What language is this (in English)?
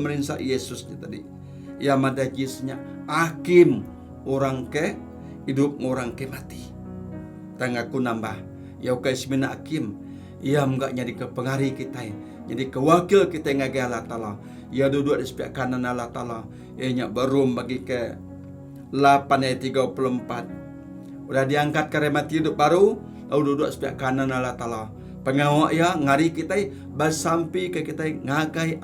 Iban